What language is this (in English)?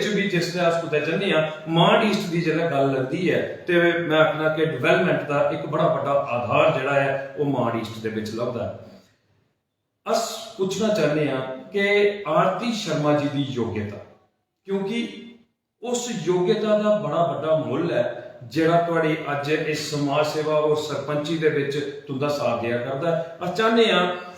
Dogri